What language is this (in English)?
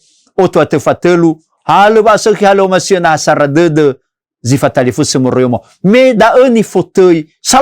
Nias